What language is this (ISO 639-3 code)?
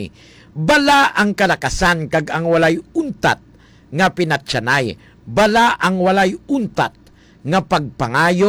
hil